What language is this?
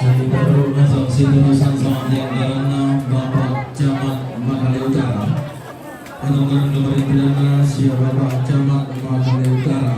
Toraja-Sa'dan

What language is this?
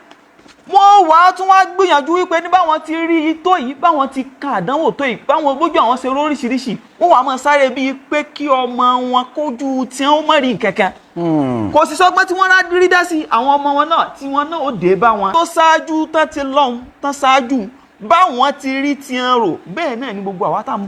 Yoruba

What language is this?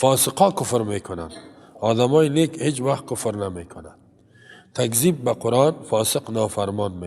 Persian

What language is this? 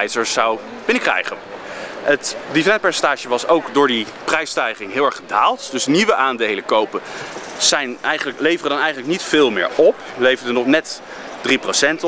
Dutch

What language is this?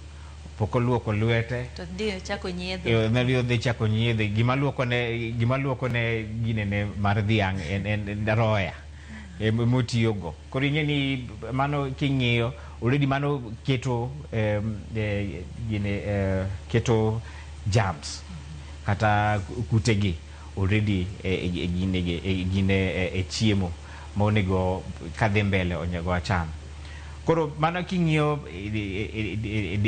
Luo (Kenya and Tanzania)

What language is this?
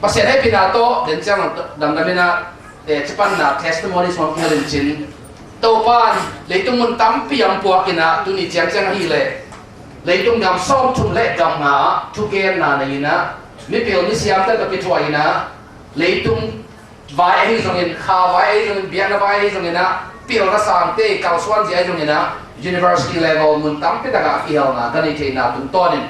Tedim Chin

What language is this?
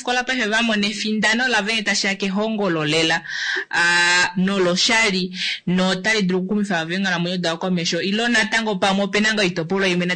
Kuanyama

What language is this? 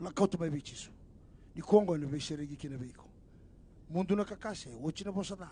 Fijian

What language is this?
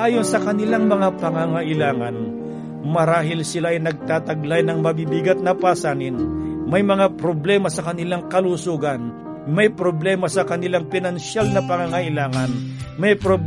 Filipino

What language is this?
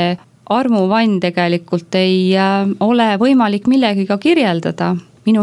Estonian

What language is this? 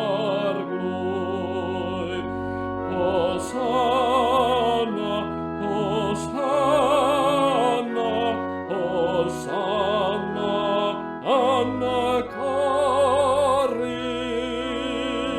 Welsh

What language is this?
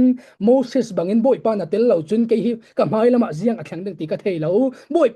Falam Chin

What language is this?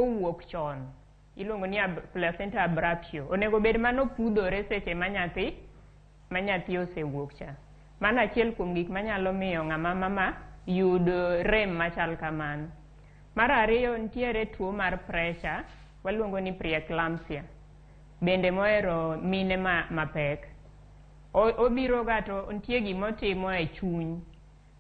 Luo (Kenya and Tanzania)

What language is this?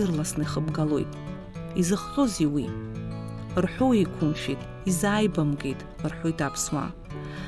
Abkhazian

